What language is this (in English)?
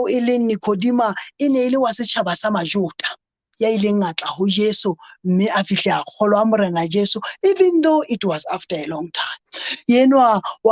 Southern Sotho